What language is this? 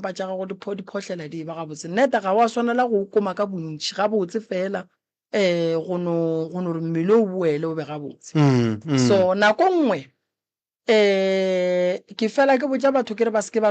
Northern Sotho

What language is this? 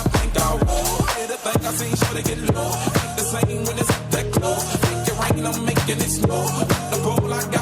Kara-Kalpak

